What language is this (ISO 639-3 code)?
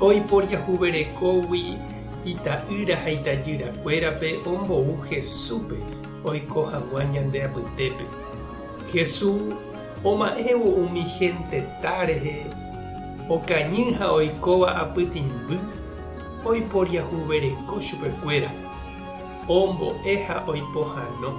grn